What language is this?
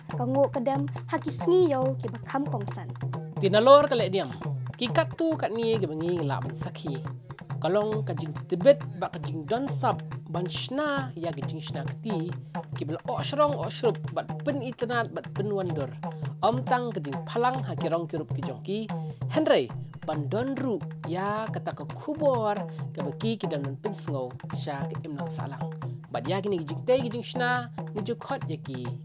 Khasi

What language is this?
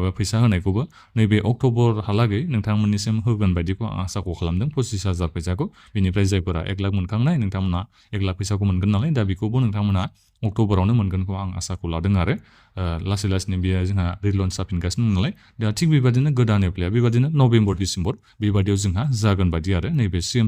Bodo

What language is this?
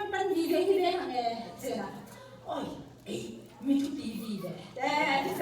Tedim Chin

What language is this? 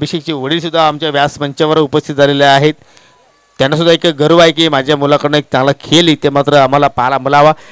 Marathi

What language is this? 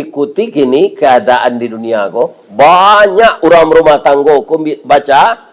Minangkabau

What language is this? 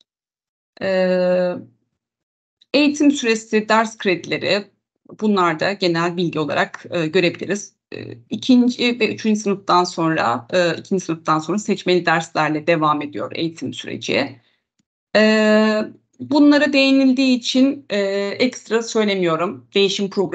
Turkish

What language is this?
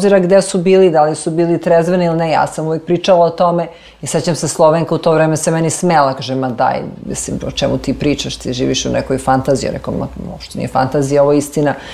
Serbian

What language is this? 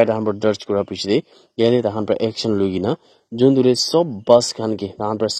Naga Pidgin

